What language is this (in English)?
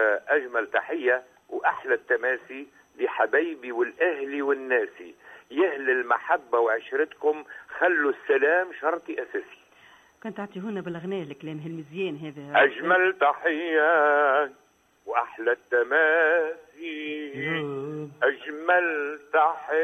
Tunisian Arabic